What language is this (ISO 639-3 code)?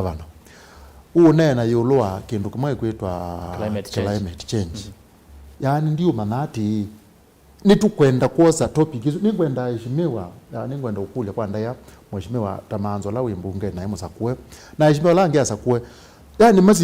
kam